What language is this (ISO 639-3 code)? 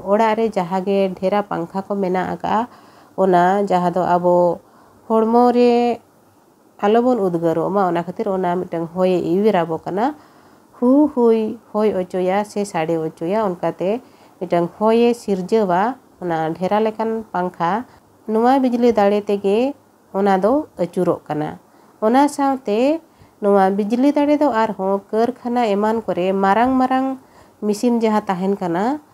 sat